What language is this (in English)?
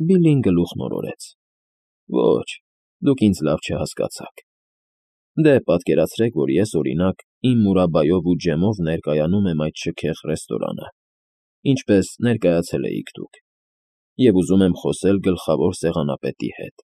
Armenian